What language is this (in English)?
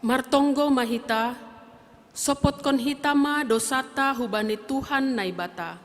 Batak Simalungun